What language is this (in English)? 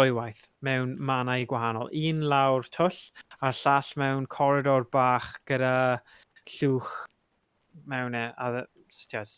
Welsh